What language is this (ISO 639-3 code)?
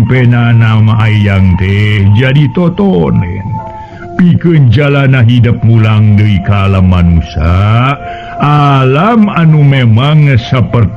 sun